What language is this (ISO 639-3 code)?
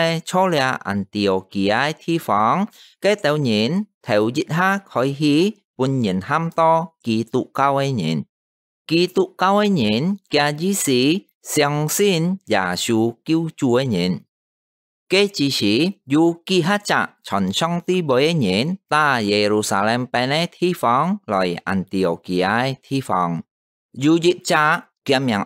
hak